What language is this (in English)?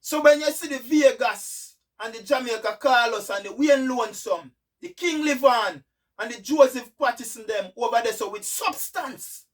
Jamaican Creole English